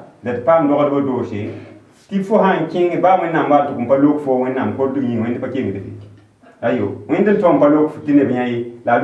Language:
Mossi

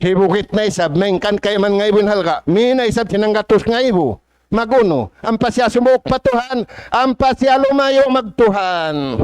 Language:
Tausug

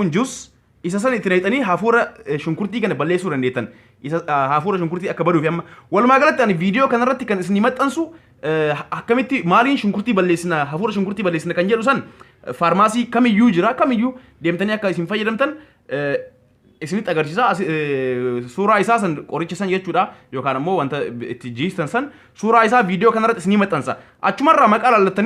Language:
Oromo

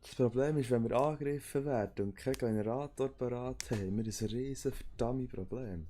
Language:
Swiss German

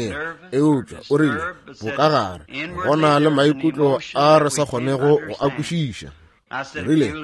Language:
Northern Sotho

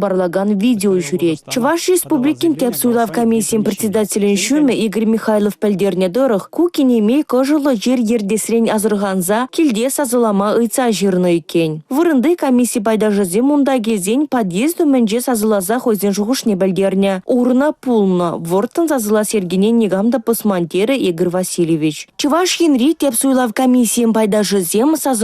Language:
Chuvash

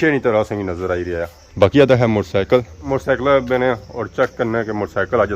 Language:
Pahari-Potwari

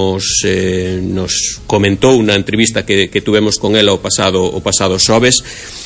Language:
Galician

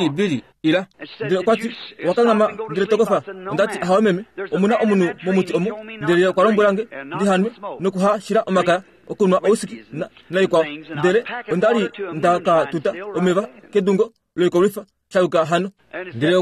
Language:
Kuanyama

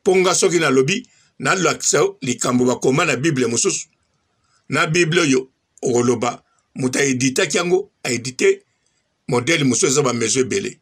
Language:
Lingala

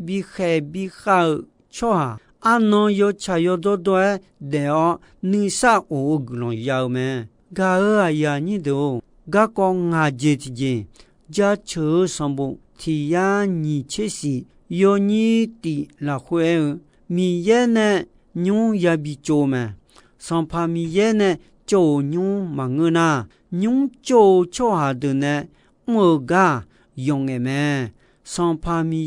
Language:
Akha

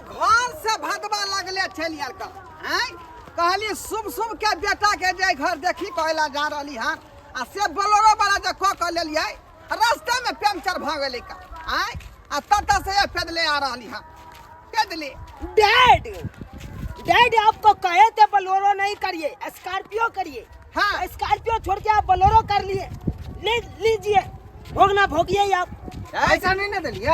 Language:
Maithili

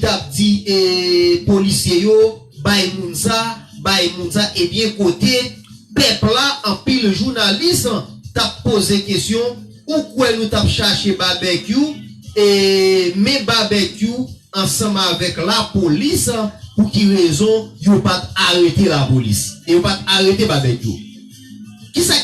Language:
Haitian Creole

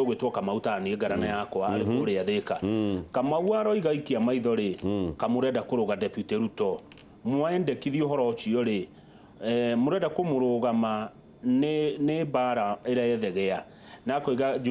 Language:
Kikuyu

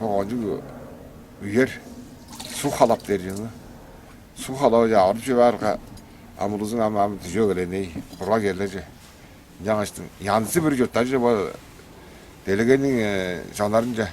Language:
Tuvinian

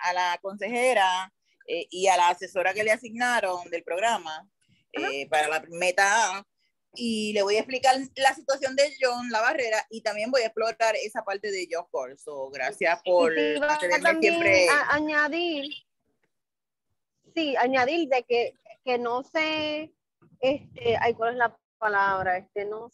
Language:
Spanish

